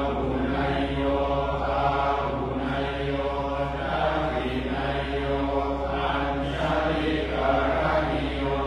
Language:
Pali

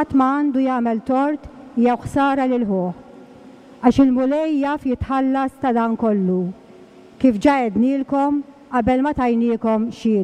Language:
Maltese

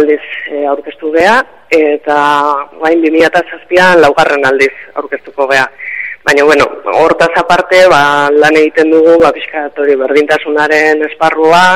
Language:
Basque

